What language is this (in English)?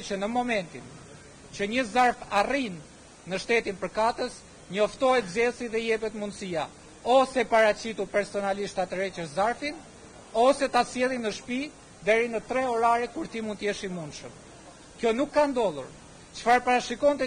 Albanian